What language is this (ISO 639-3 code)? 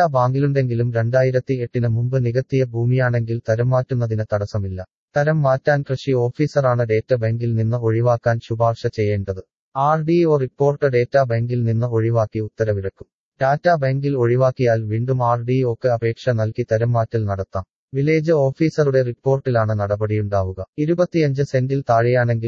mal